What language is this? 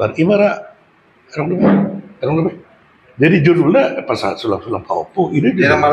Batak Toba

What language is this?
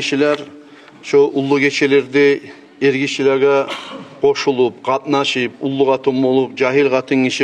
Kumyk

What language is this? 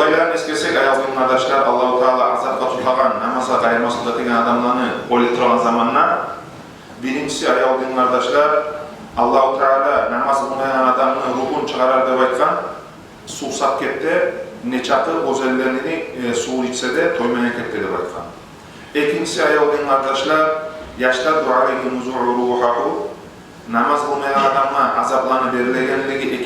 Kumyk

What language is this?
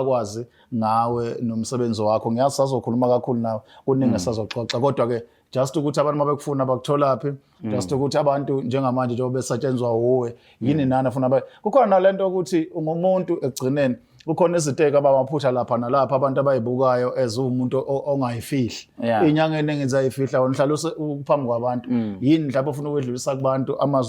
Zulu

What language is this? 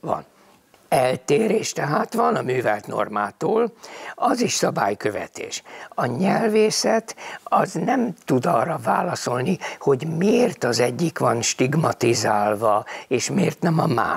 Hungarian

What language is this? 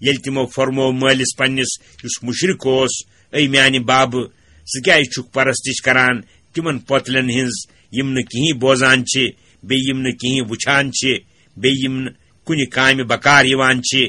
Kashmiri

